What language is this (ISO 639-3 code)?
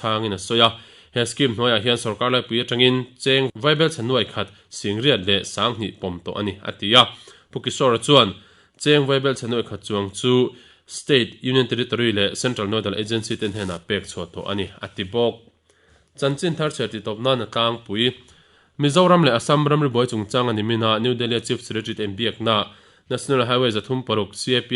lus